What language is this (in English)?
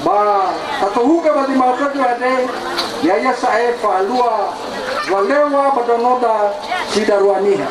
Nias